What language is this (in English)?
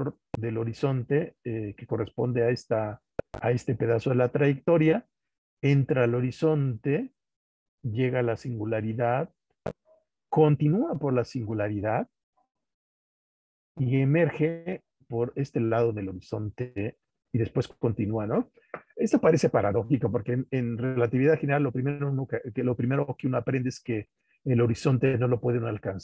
Spanish